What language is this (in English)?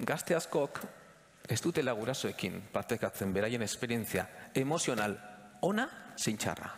Basque